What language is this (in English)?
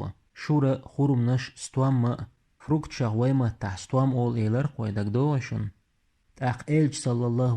Chechen